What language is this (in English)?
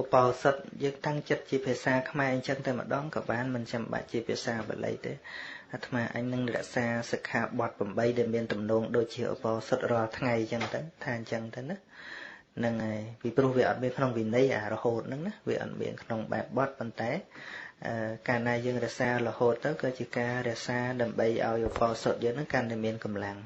Khmer